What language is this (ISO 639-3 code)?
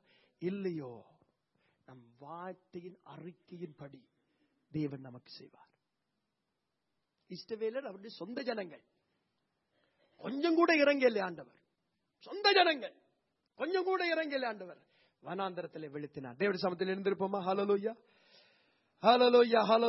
tam